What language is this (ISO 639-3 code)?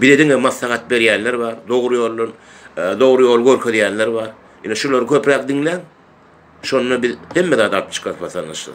tuk